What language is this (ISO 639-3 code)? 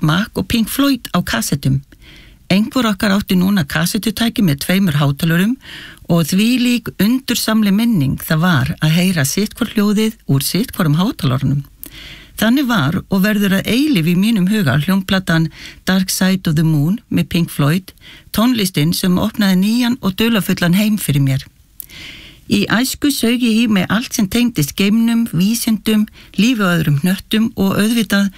isl